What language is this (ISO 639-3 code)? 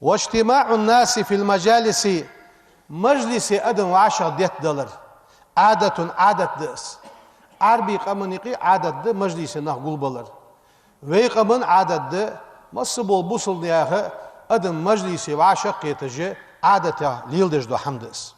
inh